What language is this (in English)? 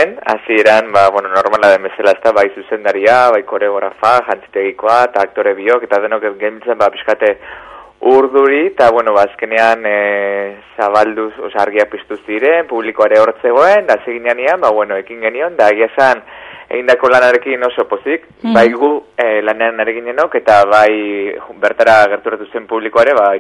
Basque